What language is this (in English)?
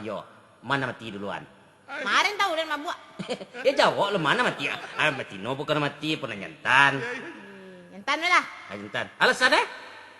Minangkabau